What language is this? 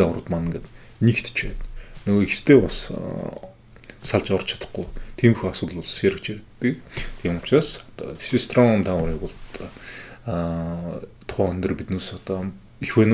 Mongolian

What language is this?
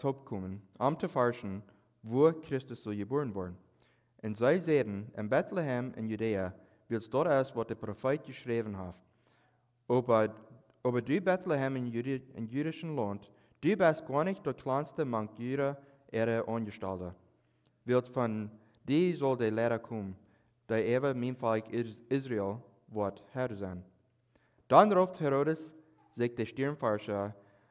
Plautdietsch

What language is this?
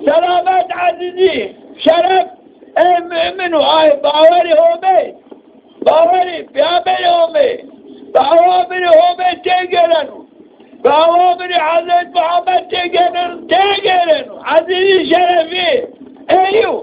Zaza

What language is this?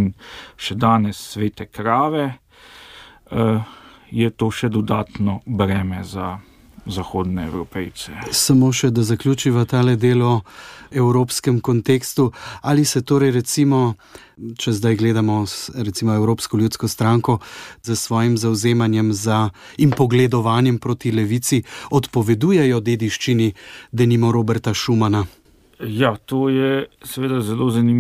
Slovenian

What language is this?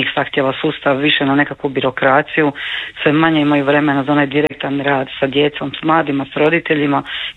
Croatian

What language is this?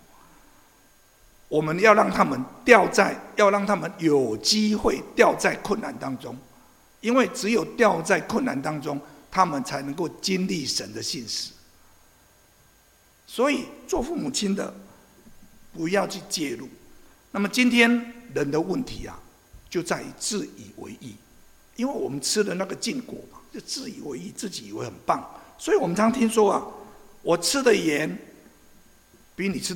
Chinese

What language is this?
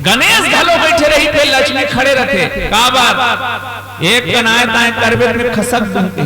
Chhattisgarhi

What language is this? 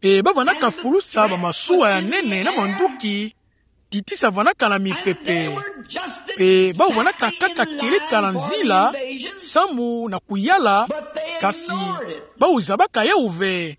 Kituba (Democratic Republic of Congo)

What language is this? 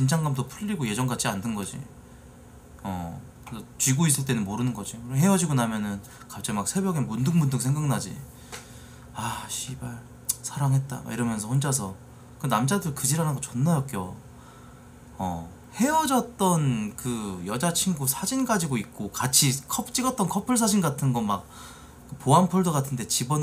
Korean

